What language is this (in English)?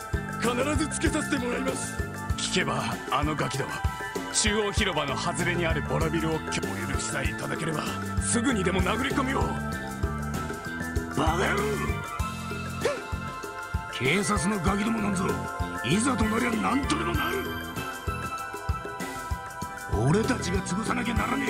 Japanese